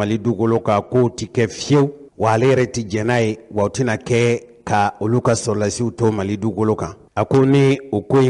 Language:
Bambara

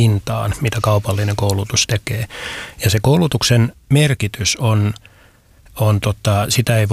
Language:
Finnish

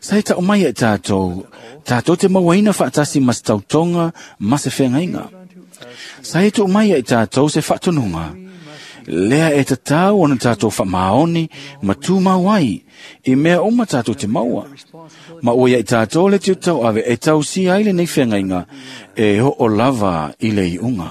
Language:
Samoan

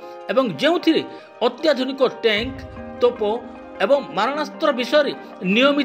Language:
Odia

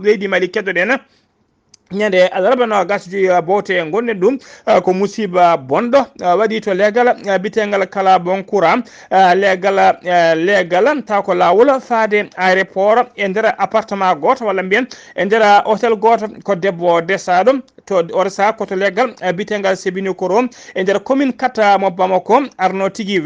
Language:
Fula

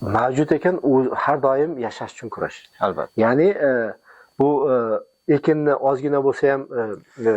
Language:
Uzbek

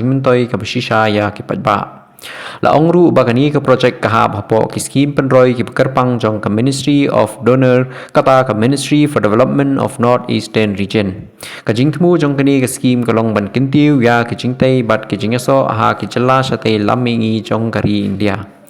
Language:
Khasi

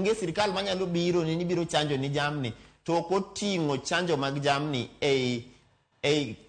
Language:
Luo (Kenya and Tanzania)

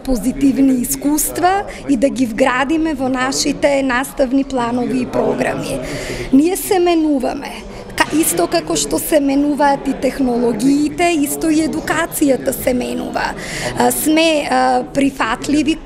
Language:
Macedonian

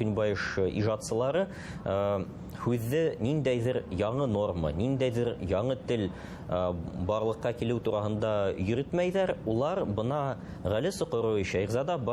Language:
Bashkir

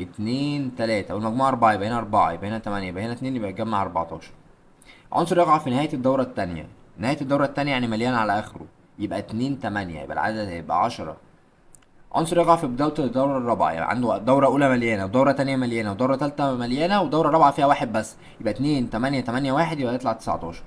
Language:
Egyptian Arabic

